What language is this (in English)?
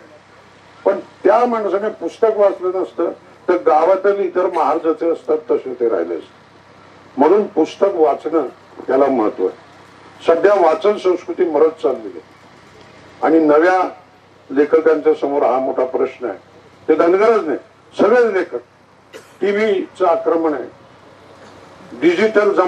Marathi